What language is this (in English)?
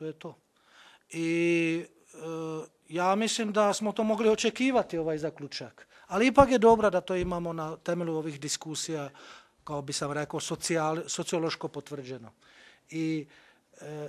Bosnian